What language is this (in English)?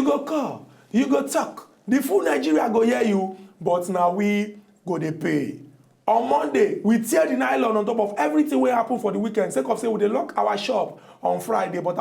Nigerian Pidgin